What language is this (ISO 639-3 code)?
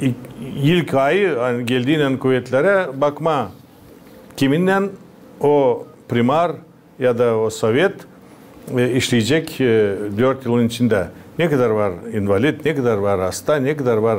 gag